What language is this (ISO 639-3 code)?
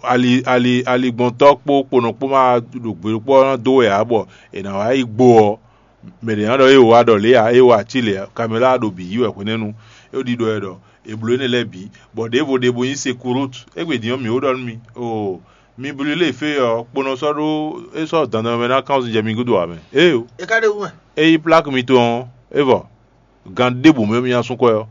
fon